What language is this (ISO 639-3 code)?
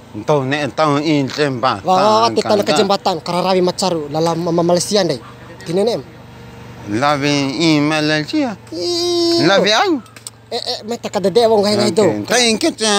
bhp